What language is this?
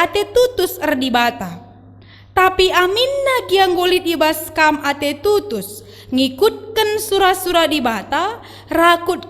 Batak Karo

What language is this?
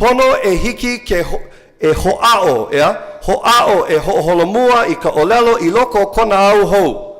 Hawaiian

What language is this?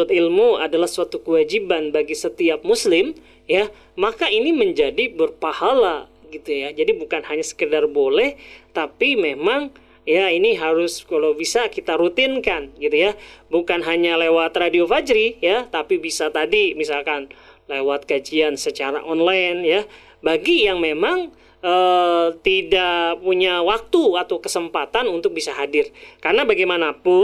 Indonesian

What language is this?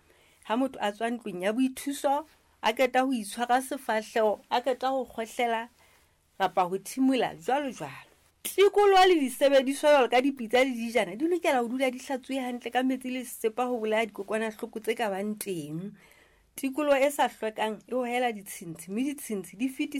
Southern Sotho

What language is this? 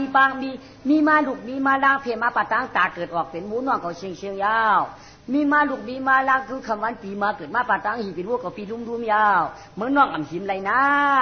Shan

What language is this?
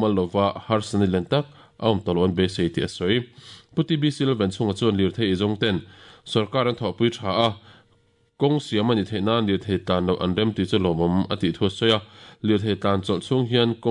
Mizo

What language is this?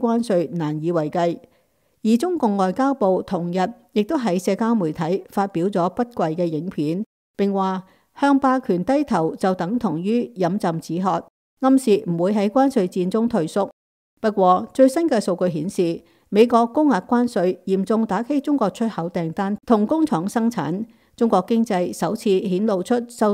Cantonese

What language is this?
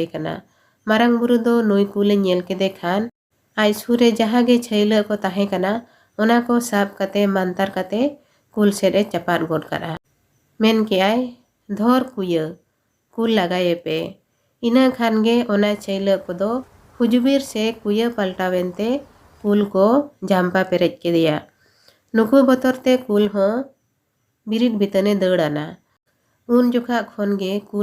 Santali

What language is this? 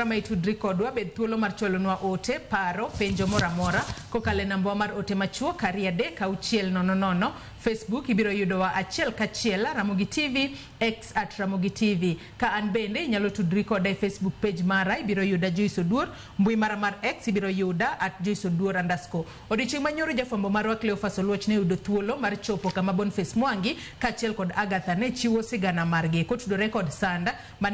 Luo (Kenya and Tanzania)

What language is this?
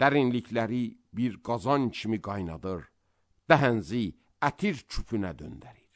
Azerbaijani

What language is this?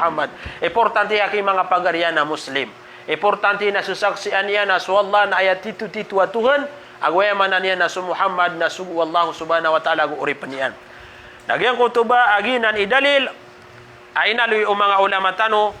Maranao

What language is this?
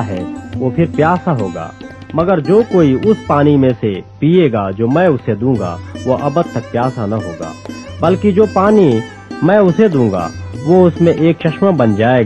Urdu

